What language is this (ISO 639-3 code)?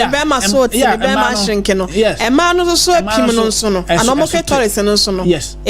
aka